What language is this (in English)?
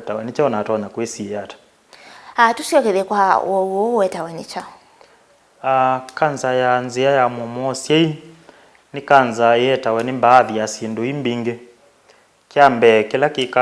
Kamba